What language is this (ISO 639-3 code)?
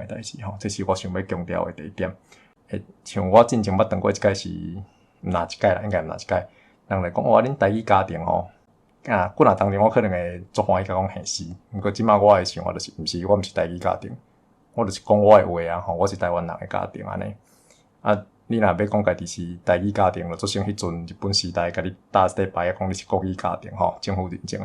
nan